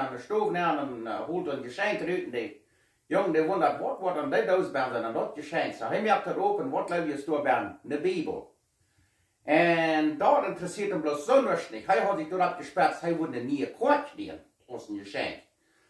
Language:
Plautdietsch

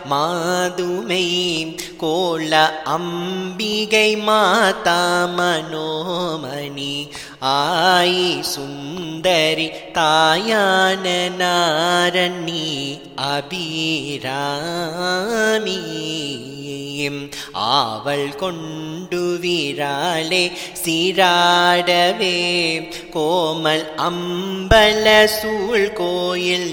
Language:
Tamil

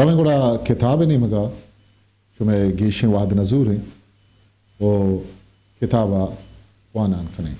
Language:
Eastern Balochi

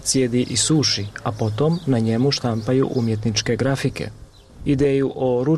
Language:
Bosnian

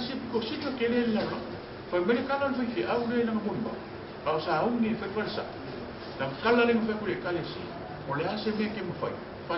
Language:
Samoan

